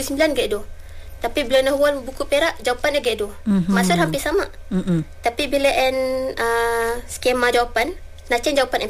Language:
Malay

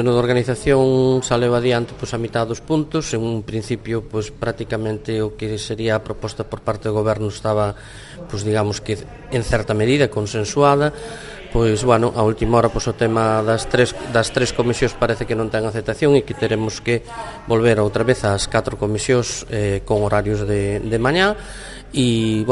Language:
Galician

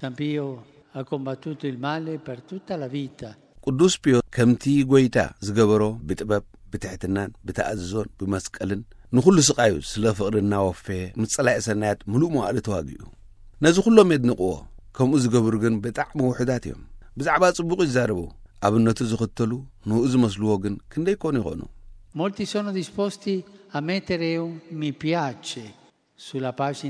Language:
Tigrinya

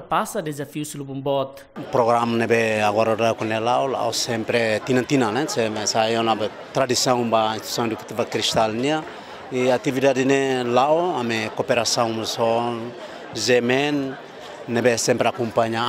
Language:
Tetum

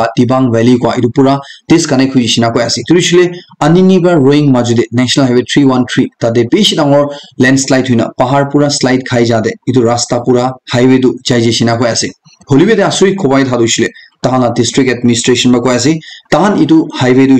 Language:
Naga Pidgin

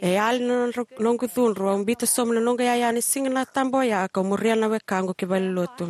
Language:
Fijian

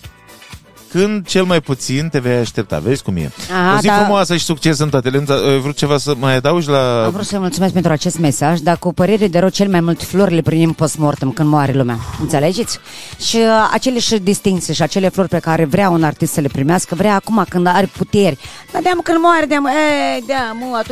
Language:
Romanian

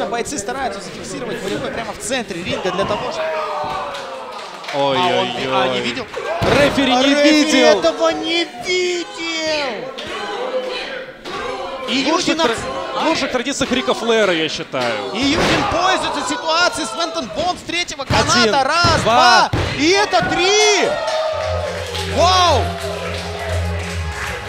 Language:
Russian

